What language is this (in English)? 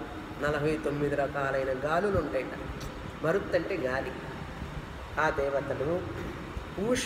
Telugu